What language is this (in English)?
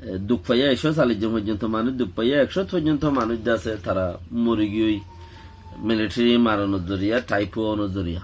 Rohingya